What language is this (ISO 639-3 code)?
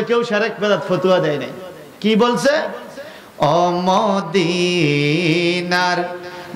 ben